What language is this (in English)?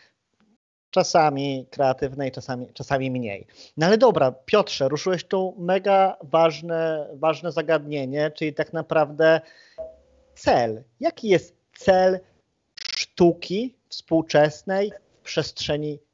Polish